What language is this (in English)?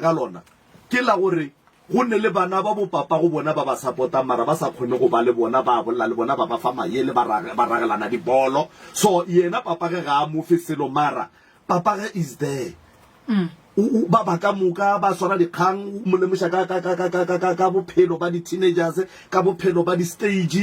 Northern Sotho